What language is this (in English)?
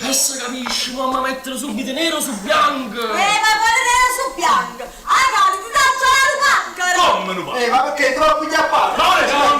Neapolitan